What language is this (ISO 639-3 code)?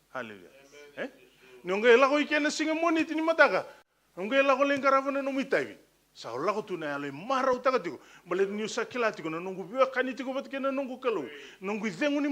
fij